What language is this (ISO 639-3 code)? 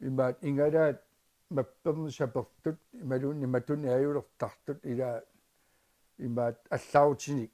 kal